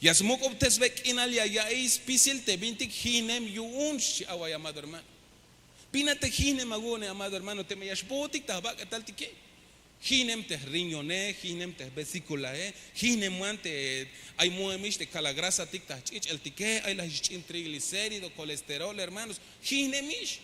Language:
Tzeltal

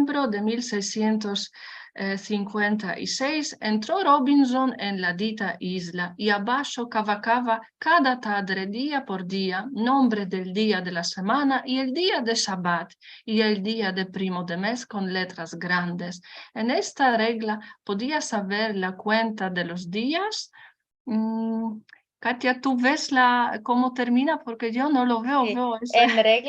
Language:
Ladino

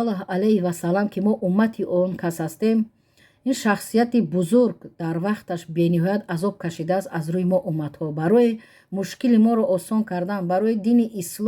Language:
Tajik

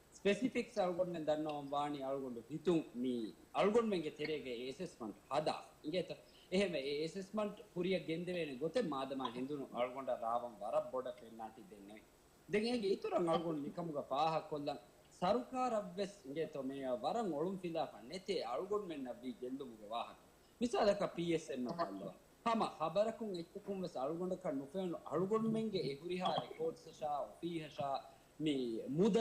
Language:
Divehi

